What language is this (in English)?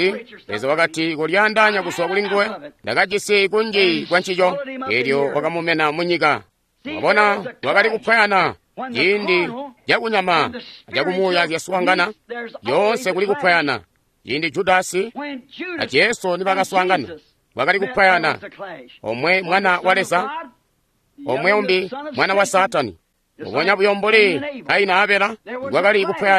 Tonga (Zambia)